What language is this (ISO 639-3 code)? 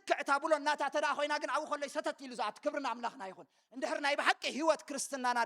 tir